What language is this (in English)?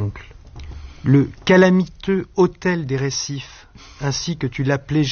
French